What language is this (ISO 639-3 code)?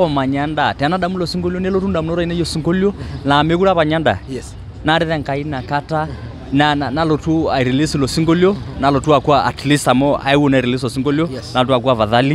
mas